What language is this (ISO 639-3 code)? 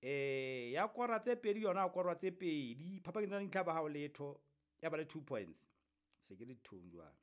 sot